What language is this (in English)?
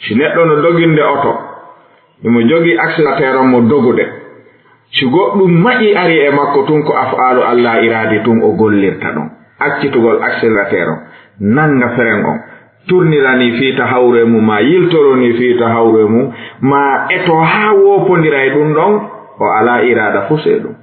Fula